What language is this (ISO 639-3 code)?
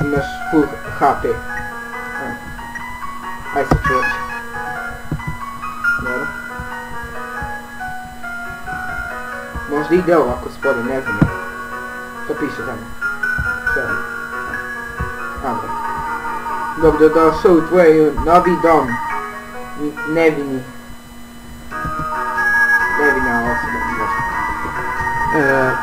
srp